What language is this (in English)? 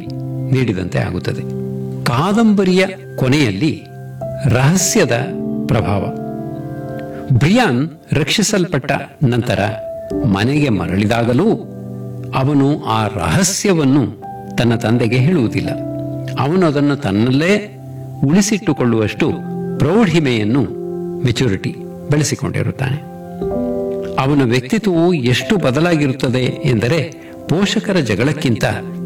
Kannada